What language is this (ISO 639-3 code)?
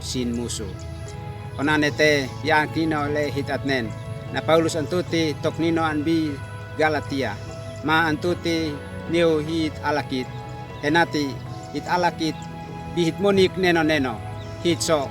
aoz